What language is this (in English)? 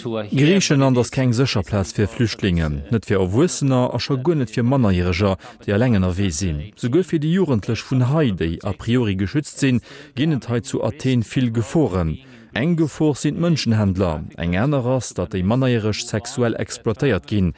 Luxembourgish